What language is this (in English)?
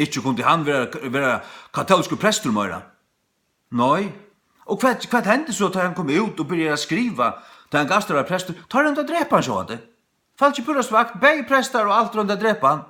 Faroese